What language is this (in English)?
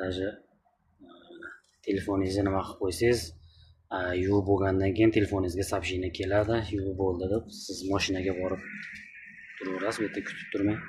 Uzbek